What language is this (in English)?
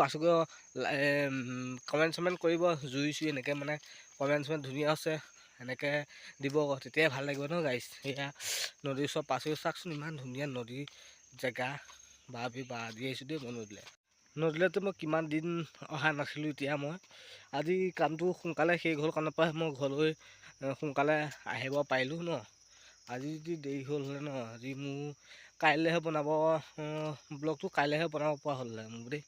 Assamese